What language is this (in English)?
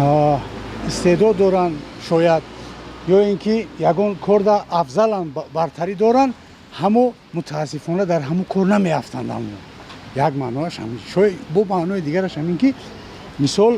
Tajik